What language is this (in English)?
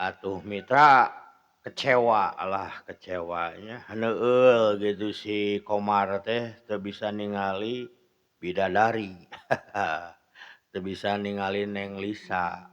Sundanese